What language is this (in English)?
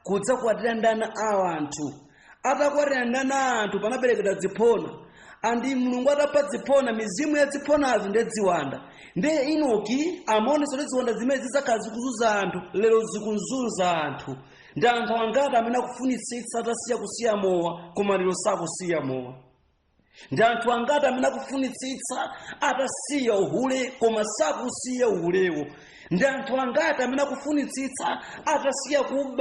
Nyanja